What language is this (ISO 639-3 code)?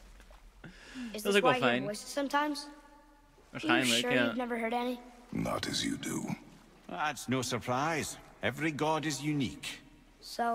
nld